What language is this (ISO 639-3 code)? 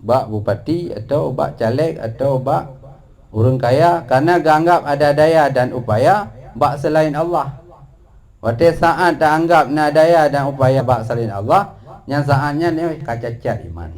ace